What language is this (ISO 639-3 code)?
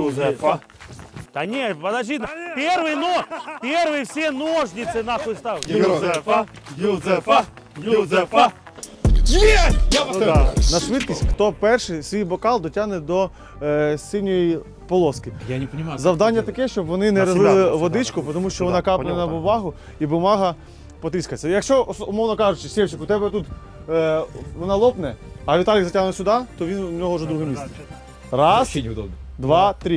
ukr